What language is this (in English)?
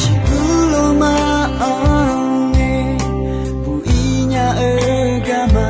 Akha